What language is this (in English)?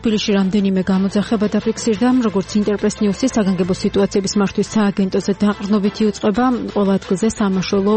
Georgian